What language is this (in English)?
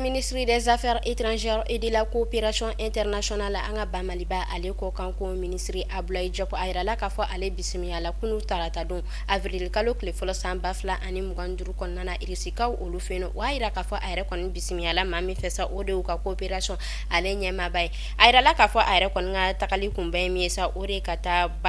Bambara